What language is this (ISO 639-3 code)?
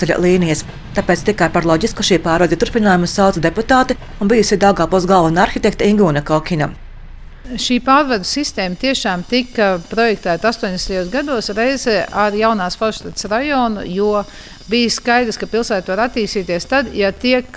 lav